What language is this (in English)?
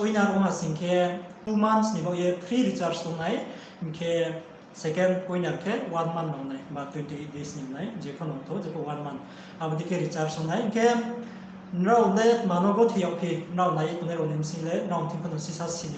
Riang (India)